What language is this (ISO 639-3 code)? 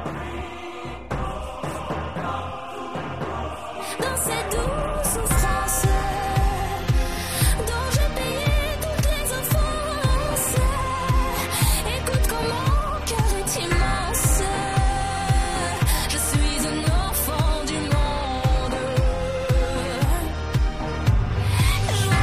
fra